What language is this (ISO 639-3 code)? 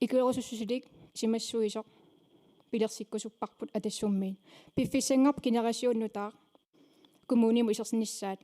kal